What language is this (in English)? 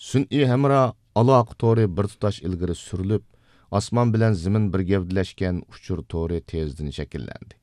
Uyghur